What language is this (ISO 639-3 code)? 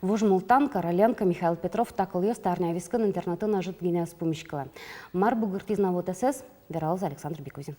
udm